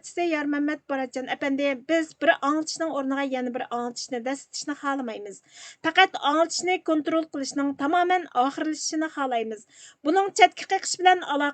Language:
Uyghur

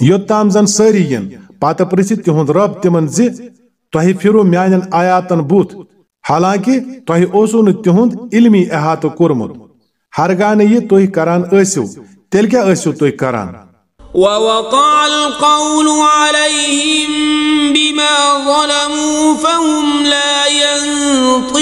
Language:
Kashmiri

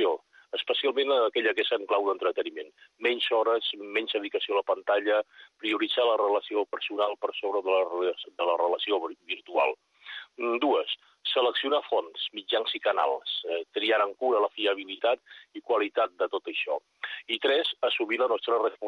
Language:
Catalan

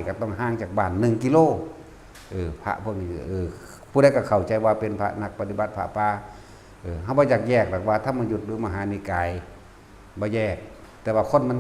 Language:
Northeastern Thai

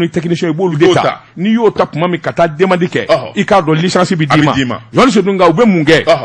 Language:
Bambara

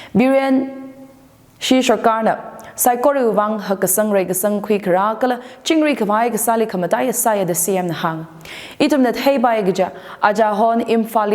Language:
Tangkhul Naga (India)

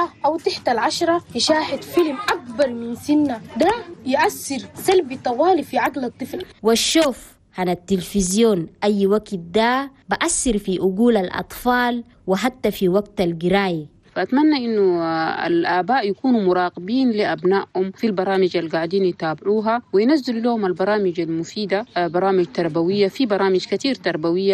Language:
Chadian Arabic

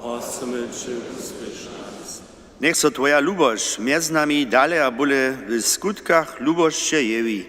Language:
Upper Sorbian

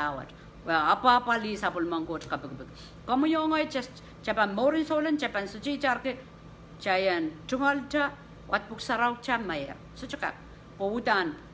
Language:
Pohnpeian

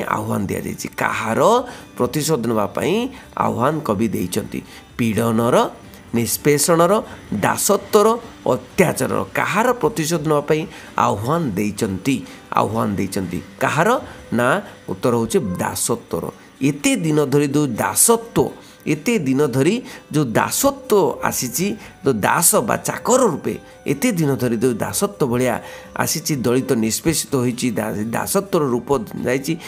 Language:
Odia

